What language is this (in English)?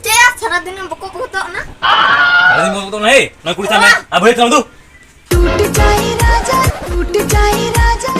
Santali